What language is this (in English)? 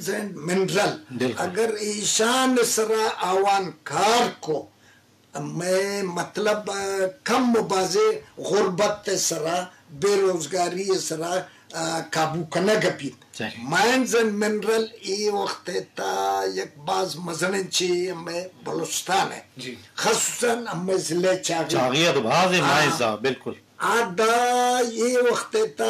Eastern Balochi